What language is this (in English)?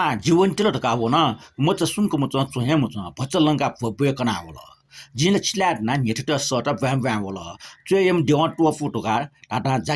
Newari